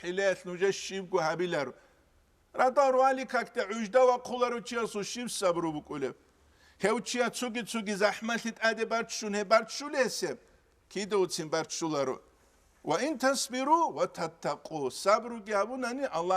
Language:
Avaric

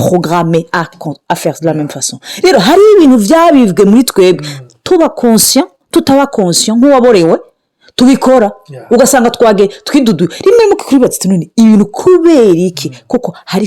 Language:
Rundi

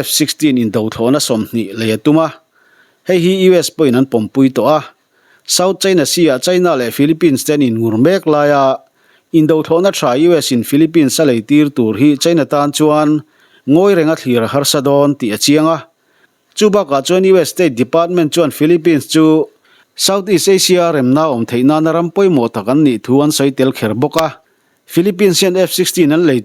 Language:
Mizo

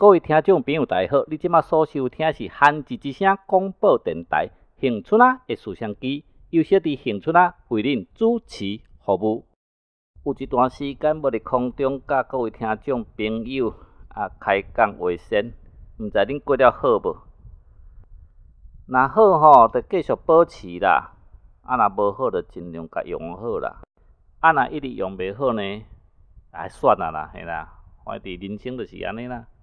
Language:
Min Nan Chinese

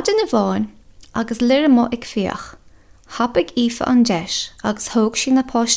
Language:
Irish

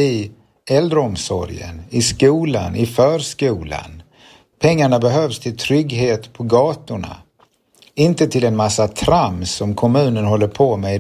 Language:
Swedish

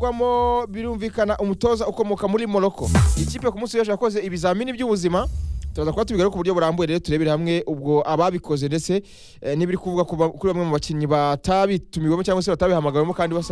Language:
Kinyarwanda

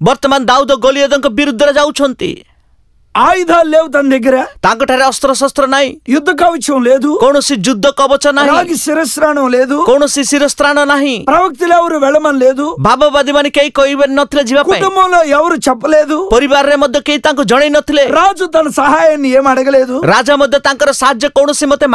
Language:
Odia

